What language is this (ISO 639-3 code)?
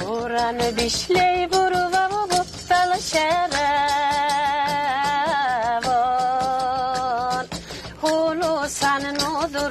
lbe